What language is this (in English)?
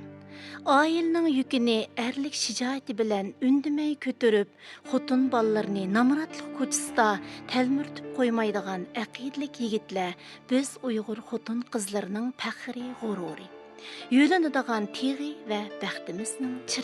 Uyghur